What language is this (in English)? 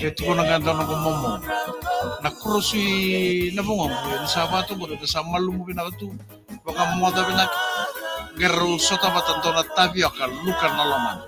Fijian